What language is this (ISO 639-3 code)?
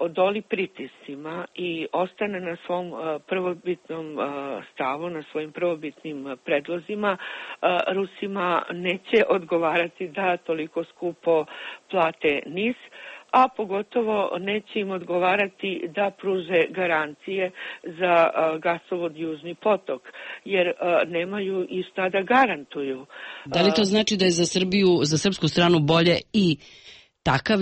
srp